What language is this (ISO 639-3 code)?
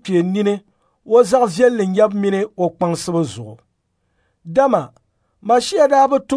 dag